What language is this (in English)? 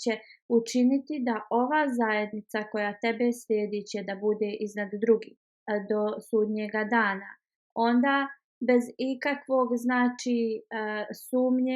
Bosnian